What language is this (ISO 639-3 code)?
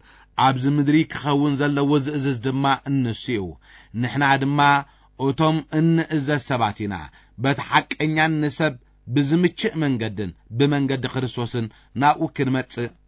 tir